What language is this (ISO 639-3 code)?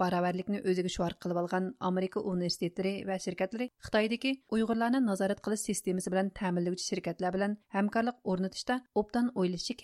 uig